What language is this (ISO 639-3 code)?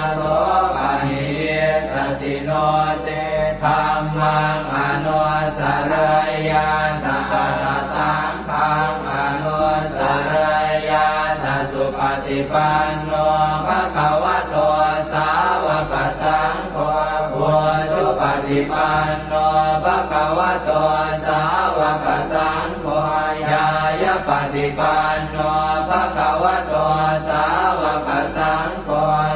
pli